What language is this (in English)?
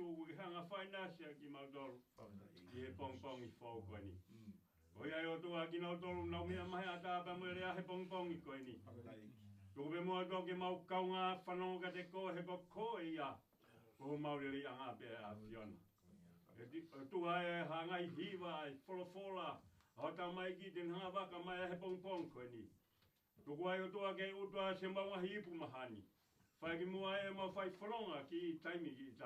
Tongan